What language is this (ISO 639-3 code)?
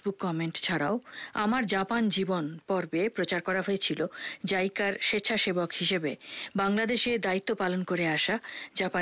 ben